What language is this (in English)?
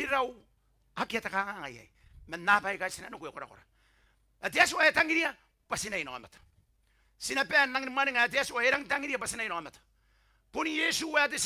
Gilbertese